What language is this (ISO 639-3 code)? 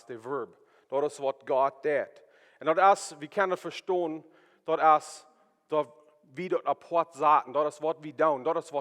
pdt